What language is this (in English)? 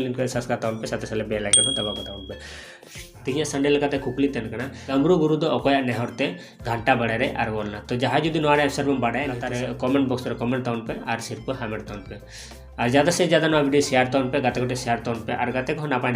Santali